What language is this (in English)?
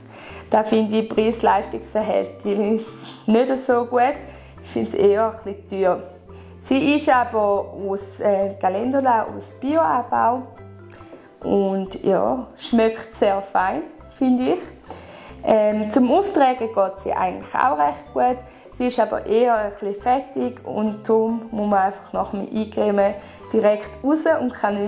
Swiss German